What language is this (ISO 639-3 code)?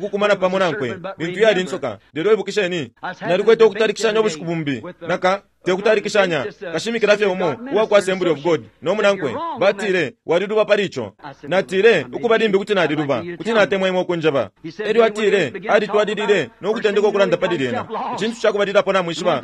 bem